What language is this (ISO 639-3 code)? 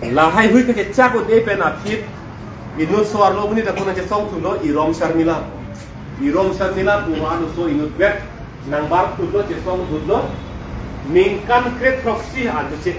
mjw